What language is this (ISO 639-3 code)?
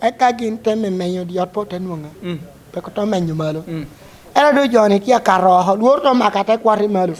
laj